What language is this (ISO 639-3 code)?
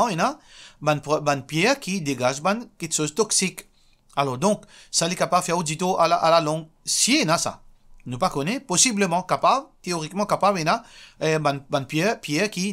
mfe